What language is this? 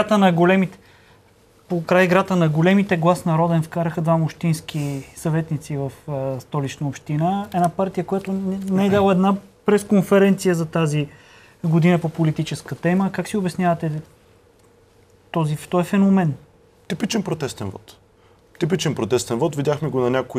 Bulgarian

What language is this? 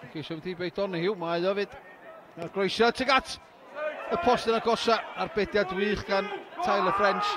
Welsh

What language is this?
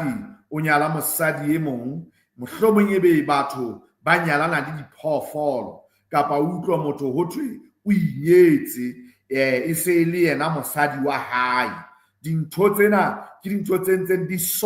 Southern Sotho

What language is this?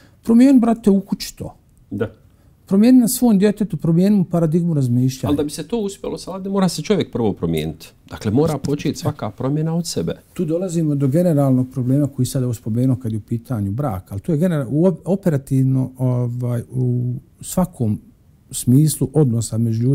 Bosnian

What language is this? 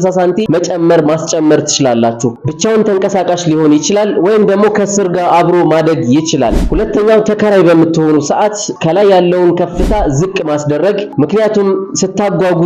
Amharic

